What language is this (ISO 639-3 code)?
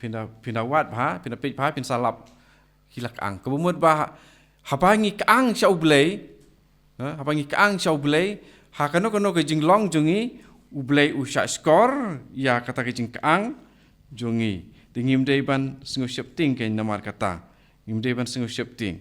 kha